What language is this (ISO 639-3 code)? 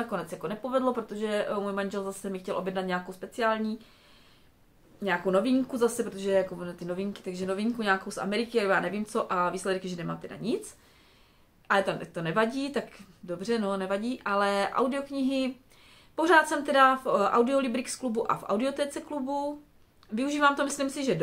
ces